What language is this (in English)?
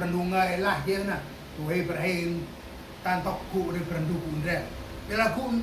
Central Mnong